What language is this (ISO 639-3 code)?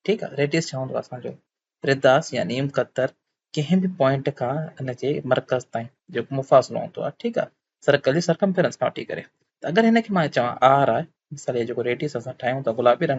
snd